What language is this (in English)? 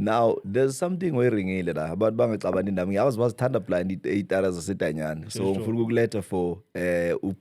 Zulu